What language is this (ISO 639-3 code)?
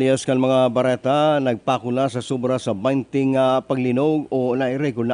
bik